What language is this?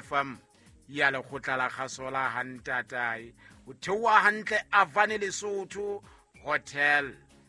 Southern Sotho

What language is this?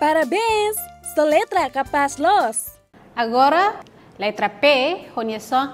Tetum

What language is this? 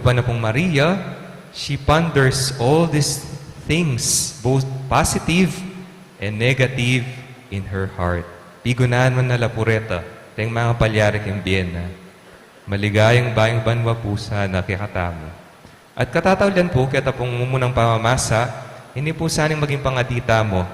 Pampanga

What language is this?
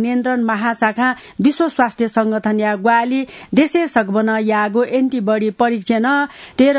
Newari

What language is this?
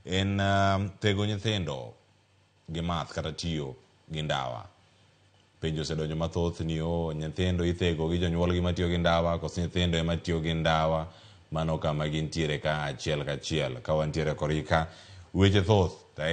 Luo (Kenya and Tanzania)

